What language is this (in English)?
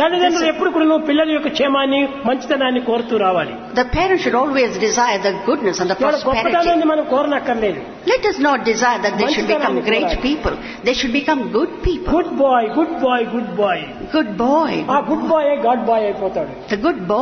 Telugu